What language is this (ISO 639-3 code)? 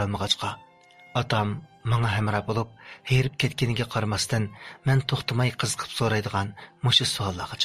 uig